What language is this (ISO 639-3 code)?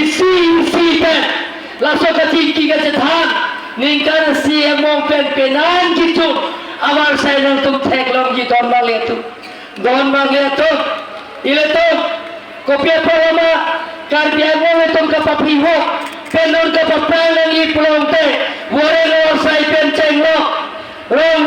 mjw